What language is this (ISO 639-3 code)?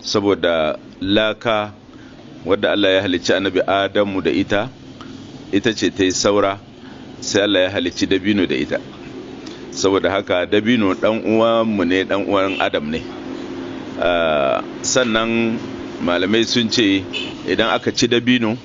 hau